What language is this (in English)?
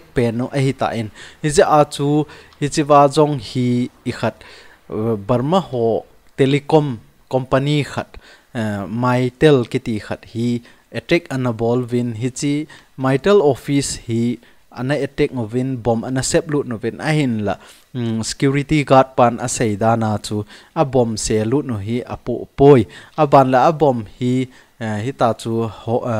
Thado Chin